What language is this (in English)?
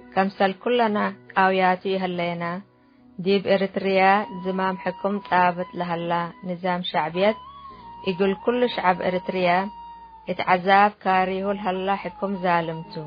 Tigre